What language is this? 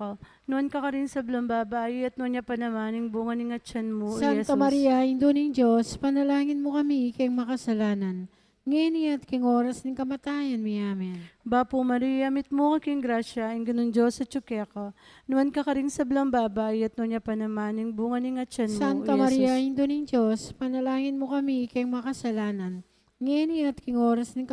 Pampanga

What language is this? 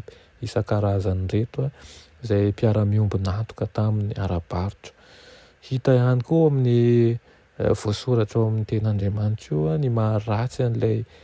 Malagasy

